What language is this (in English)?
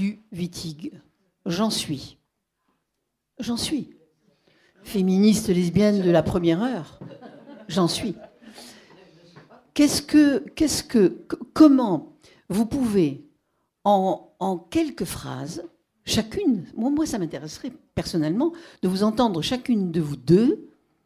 French